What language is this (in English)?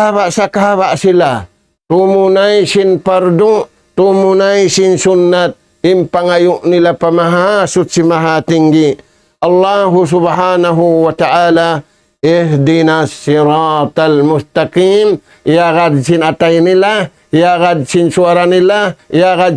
Tausug